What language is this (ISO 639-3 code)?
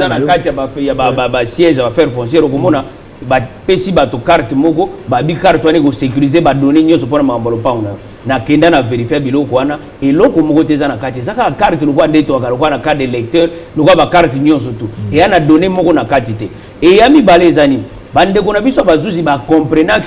lin